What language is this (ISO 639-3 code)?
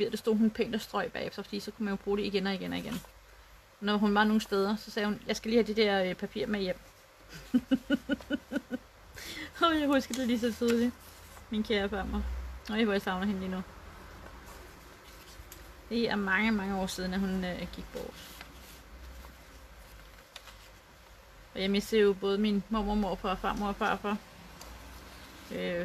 dan